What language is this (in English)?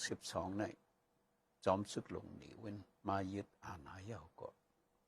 Shan